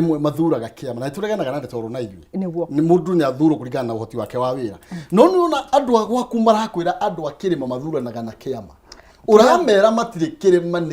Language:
Kikuyu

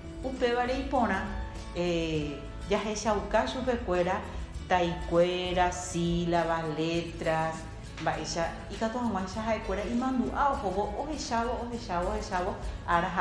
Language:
Guarani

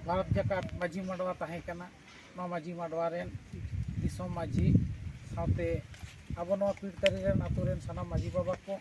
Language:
Santali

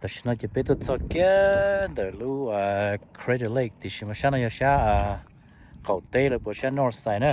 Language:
Hmong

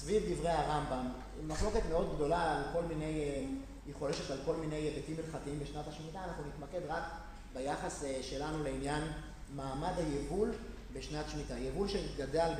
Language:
Hebrew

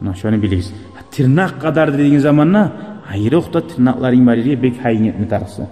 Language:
Kumyk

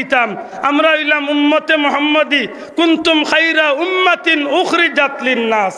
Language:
Sylheti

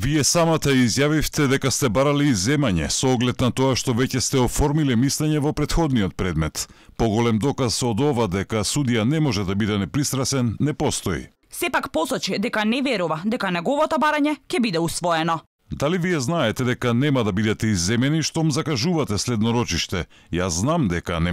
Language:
Macedonian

